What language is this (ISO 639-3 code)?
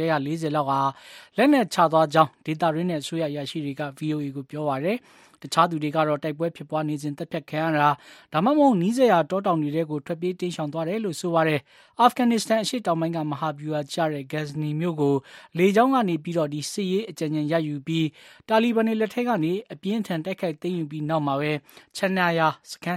mya